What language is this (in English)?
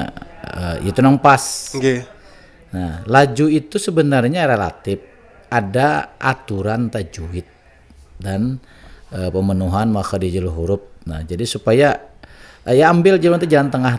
Banjar